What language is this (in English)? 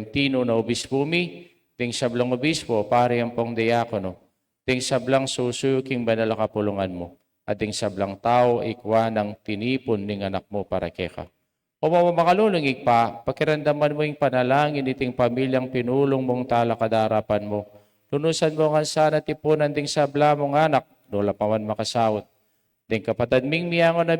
Pampanga